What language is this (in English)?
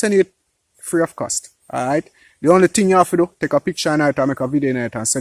Jamaican Creole English